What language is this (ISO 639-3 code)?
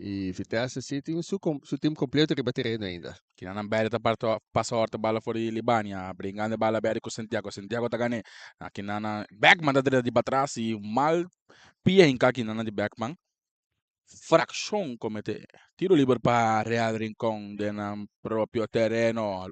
pap